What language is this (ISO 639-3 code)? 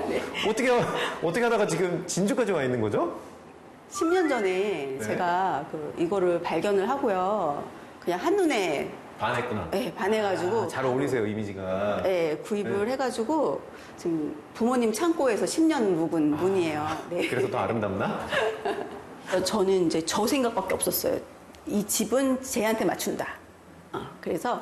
kor